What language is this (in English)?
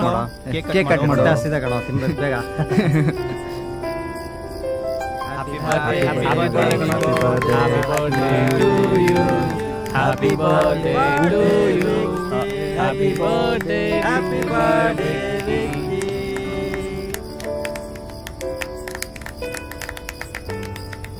Kannada